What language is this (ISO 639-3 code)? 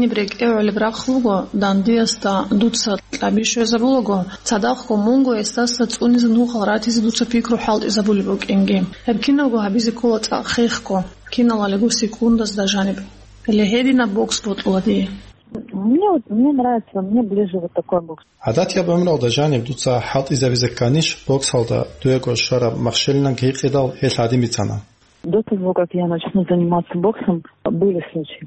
ava